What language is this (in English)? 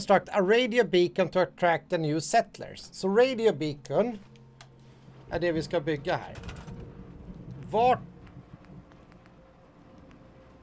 Swedish